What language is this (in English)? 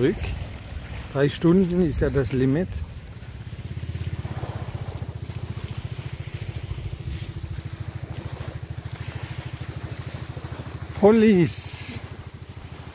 German